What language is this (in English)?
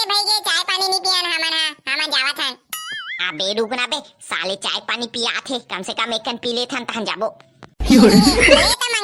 Chhattisgarhi